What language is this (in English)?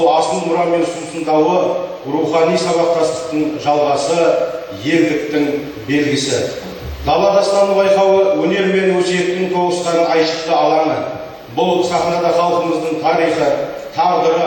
Kazakh